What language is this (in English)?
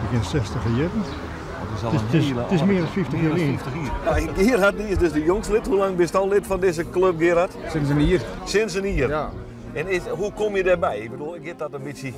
Western Frisian